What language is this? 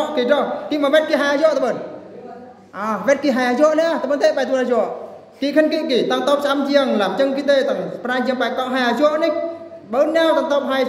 Eastern Bru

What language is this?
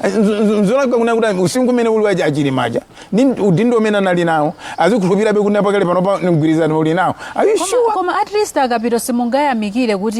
Nyanja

